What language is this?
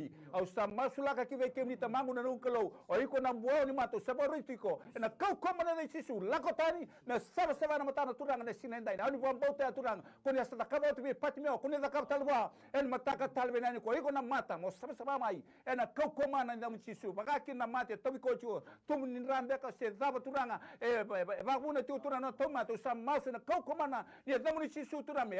Fijian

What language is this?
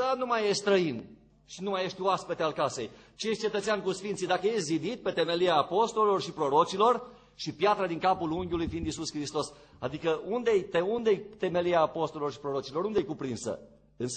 Romanian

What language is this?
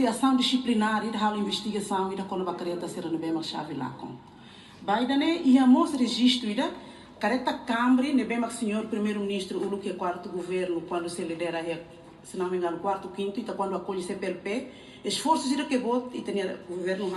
Tetum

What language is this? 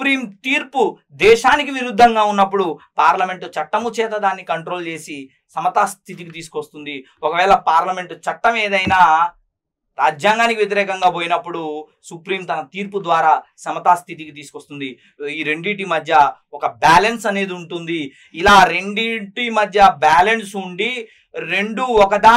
Telugu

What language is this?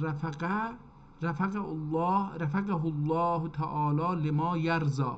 South Azerbaijani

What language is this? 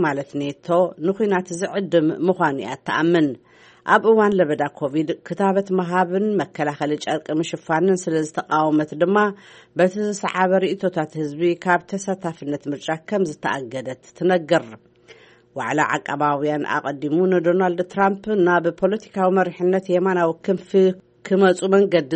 Tigrinya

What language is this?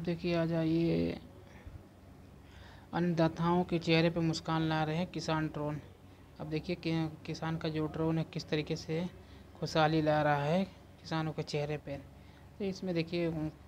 Hindi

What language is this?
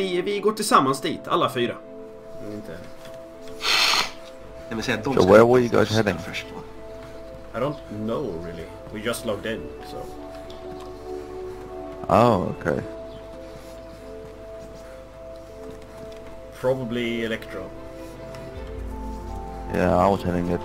Swedish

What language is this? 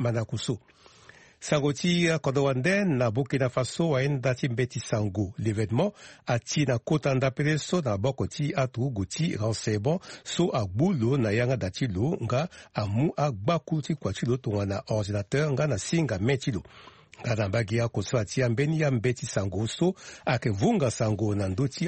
Sango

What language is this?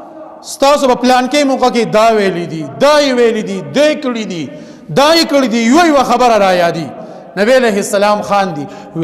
Pashto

